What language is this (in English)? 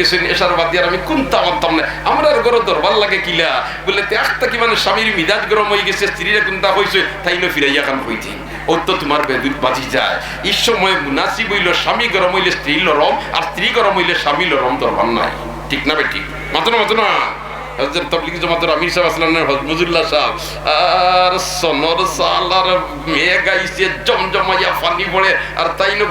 Sylheti